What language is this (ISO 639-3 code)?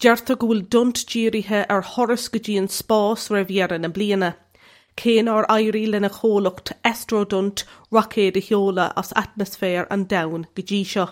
gle